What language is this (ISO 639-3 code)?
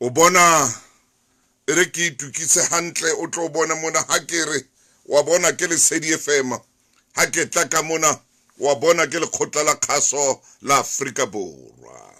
sot